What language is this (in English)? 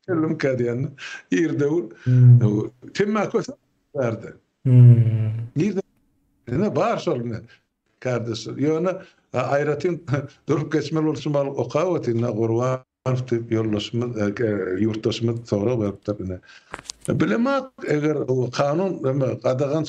Turkmen